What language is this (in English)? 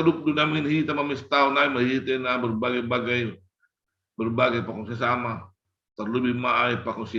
Batak Simalungun